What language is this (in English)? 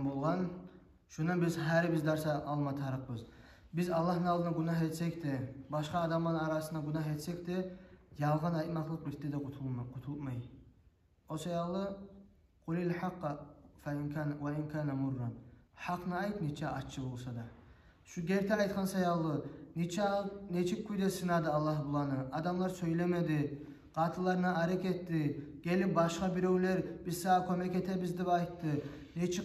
Kumyk